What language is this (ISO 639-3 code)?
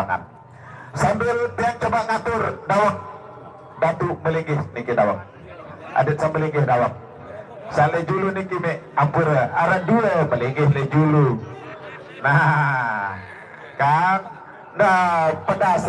sas